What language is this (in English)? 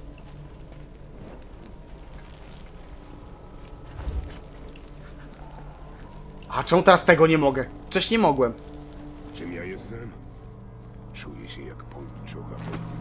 Polish